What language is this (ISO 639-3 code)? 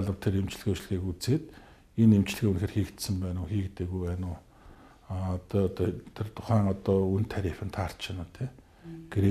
mon